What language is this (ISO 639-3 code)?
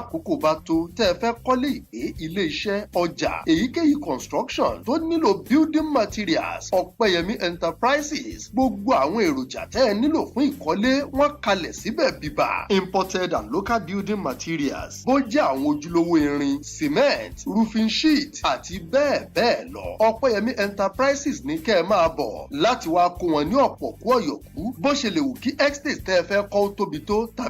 yor